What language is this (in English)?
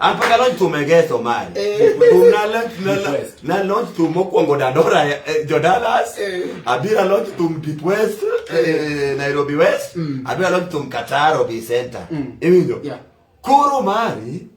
Luo (Kenya and Tanzania)